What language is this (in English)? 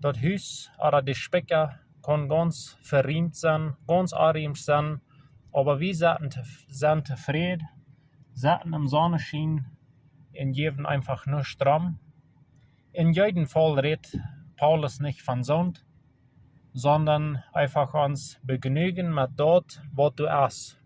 Plautdietsch